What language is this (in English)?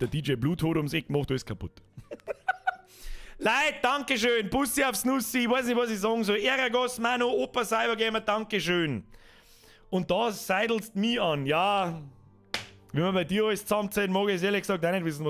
Bavarian